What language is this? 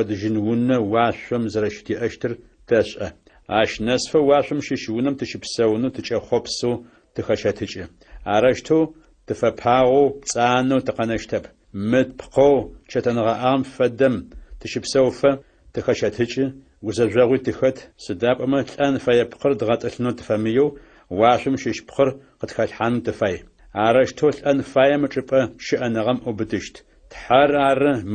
Adyghe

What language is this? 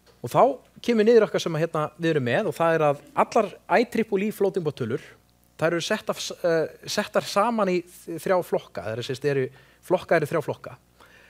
Icelandic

